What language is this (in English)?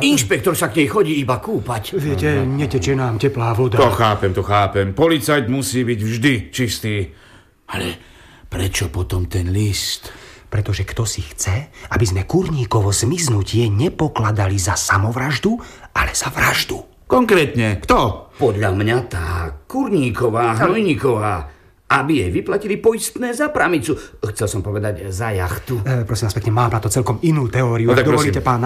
Slovak